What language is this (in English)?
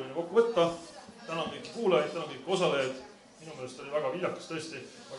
Estonian